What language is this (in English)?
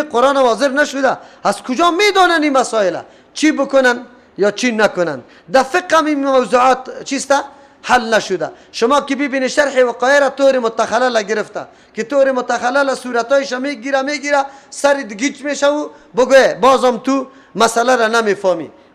Persian